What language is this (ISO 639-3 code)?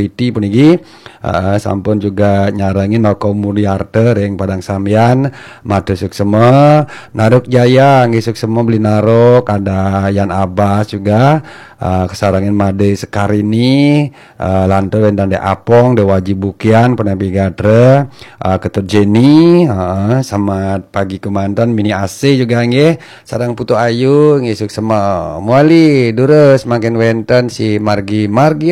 ban